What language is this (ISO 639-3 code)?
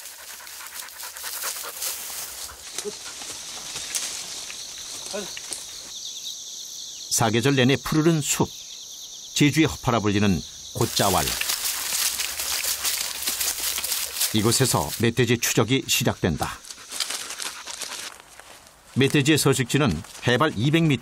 kor